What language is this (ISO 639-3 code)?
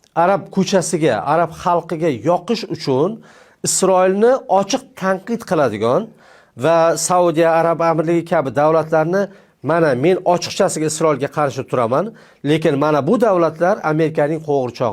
uzb